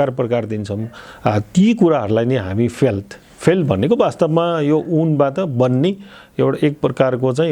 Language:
Nepali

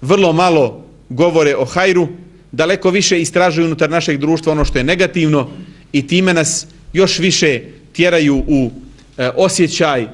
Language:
Bosnian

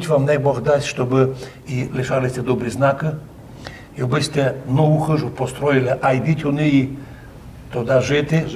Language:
Rusyn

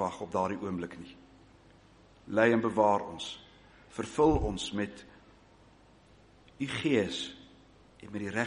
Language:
Afrikaans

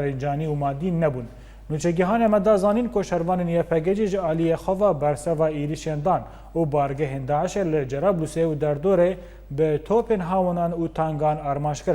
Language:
Kurdish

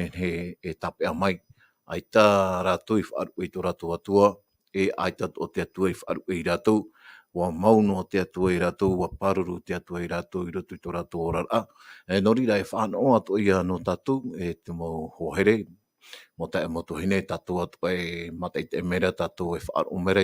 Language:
Tahitian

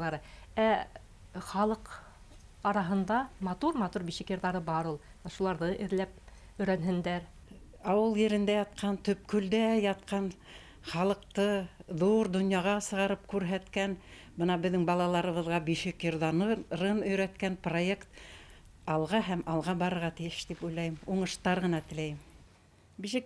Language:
Bashkir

